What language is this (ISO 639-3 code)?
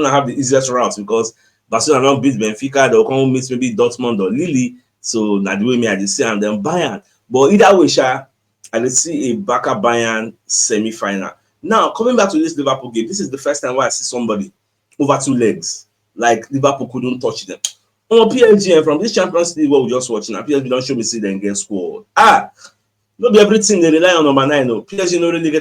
pcm